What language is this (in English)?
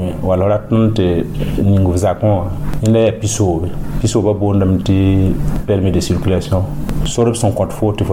Mossi